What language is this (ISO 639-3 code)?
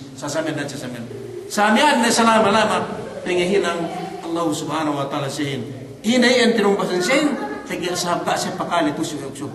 yka